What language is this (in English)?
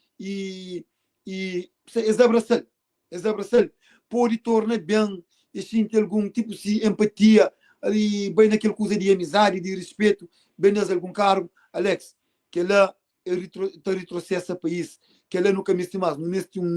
Kabuverdianu